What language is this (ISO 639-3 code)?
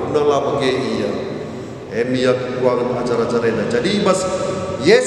btx